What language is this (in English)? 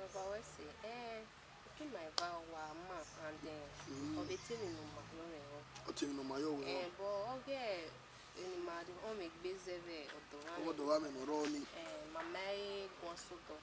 Bini